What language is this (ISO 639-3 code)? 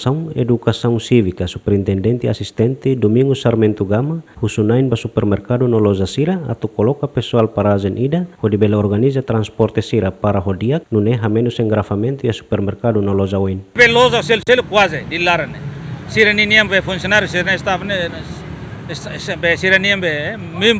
tet